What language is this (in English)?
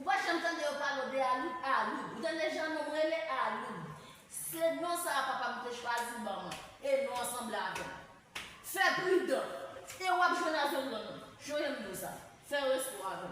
Haitian Creole